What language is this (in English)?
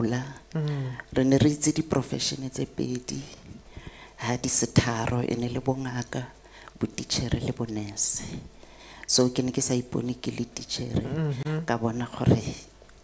Tswana